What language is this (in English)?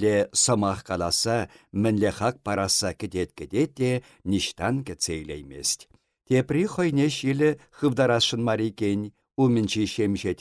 Chuvash